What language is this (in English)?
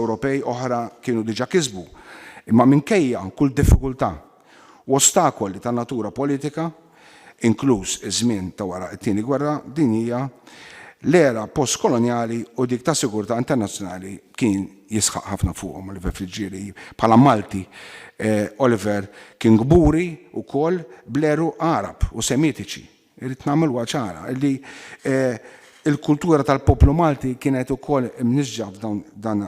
Maltese